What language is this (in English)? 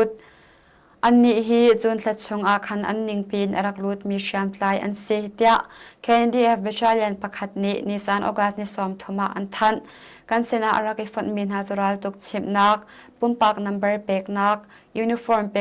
Hakha Chin